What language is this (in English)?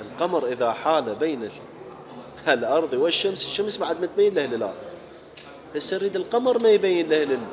Mesopotamian Arabic